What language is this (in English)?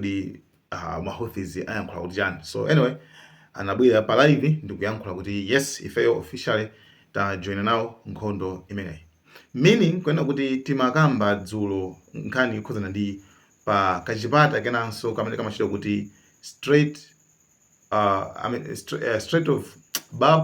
Nyanja